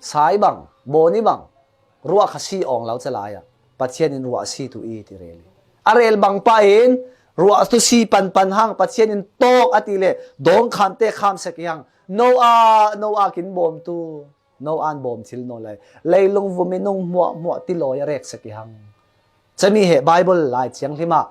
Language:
Falam Chin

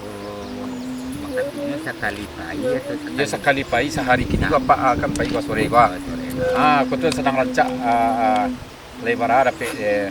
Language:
Minangkabau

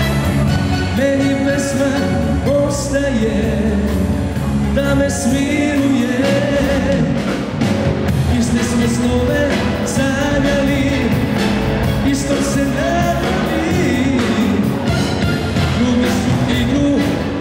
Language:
Serbian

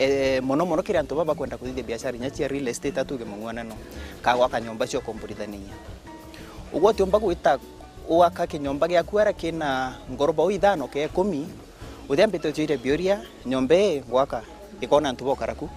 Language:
Meru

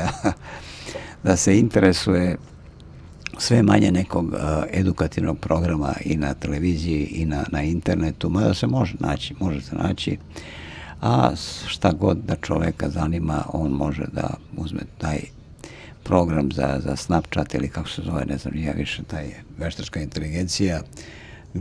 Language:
Serbian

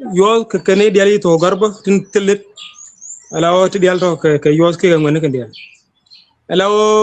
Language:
Nuer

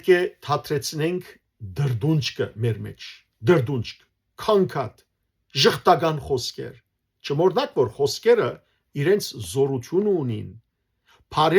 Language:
Western Armenian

